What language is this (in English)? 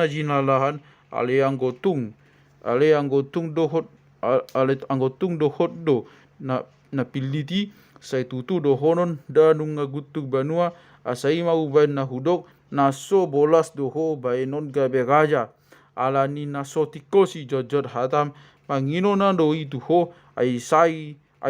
Batak Toba